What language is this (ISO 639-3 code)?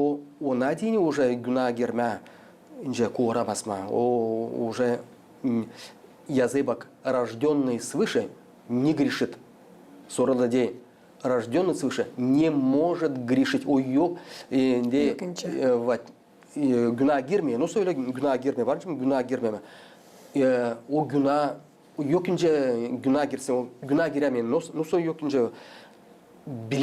gag